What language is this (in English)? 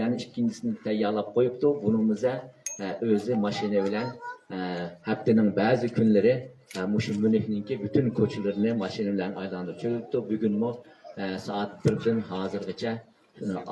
Uyghur